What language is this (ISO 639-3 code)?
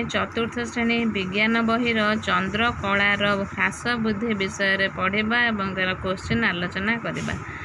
ori